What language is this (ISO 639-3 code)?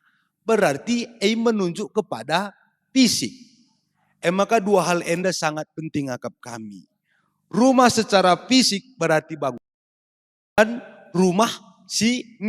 btx